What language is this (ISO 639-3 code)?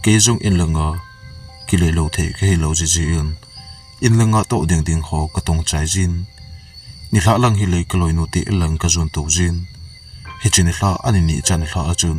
tcz